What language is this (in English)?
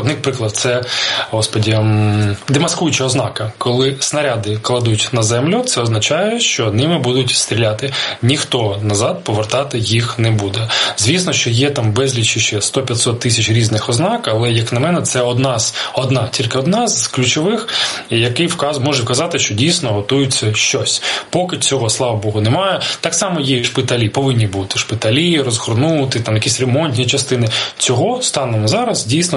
Ukrainian